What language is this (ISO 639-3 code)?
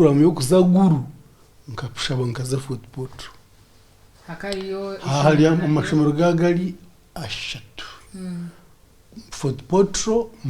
nyn